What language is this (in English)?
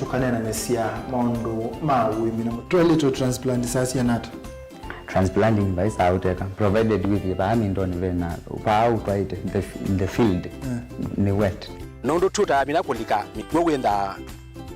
Kamba